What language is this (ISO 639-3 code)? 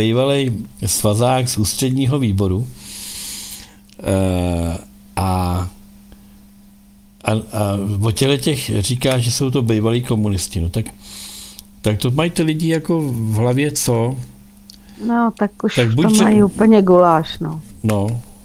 ces